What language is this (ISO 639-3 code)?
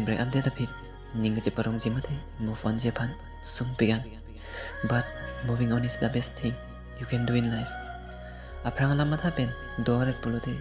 mjw